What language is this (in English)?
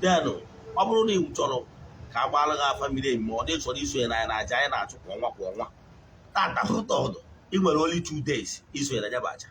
Igbo